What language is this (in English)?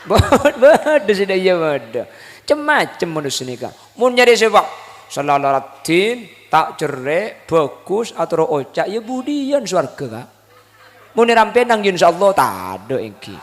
Madurese